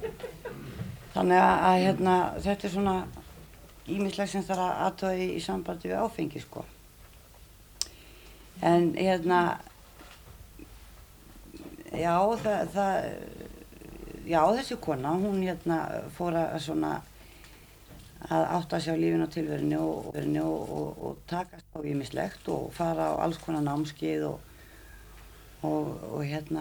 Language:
Icelandic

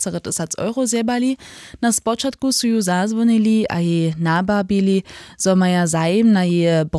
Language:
Upper Sorbian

